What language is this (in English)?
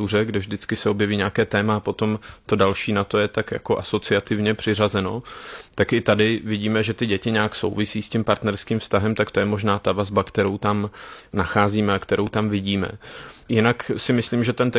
Czech